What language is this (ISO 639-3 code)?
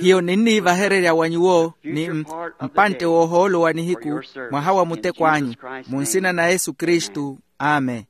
vmw